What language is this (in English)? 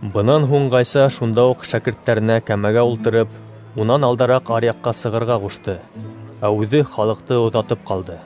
Bashkir